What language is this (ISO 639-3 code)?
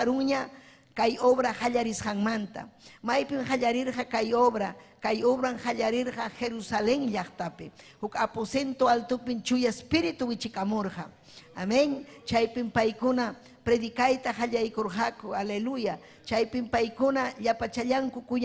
quy